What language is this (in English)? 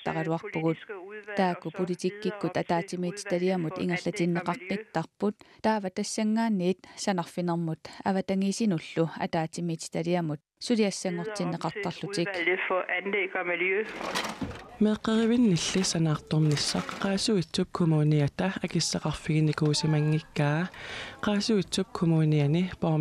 Kalaallisut